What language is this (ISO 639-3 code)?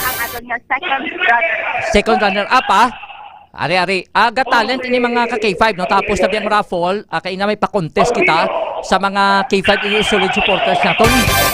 hil